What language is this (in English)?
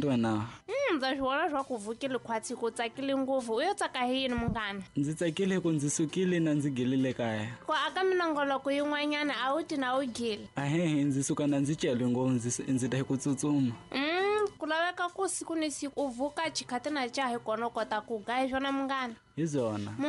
Tsonga